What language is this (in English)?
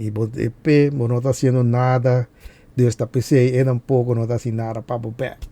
Papiamento